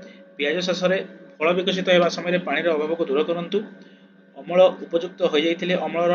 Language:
Odia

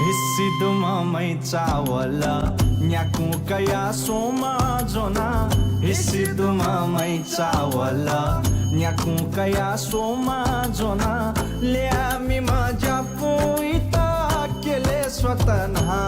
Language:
Newari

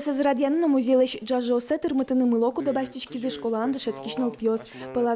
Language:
Udmurt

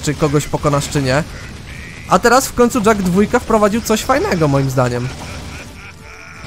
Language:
Polish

